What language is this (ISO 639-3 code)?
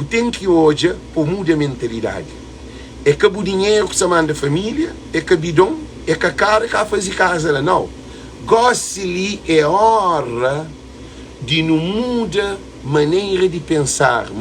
kea